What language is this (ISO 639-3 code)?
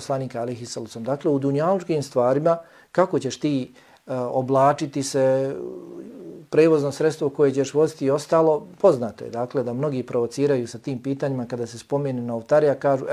bos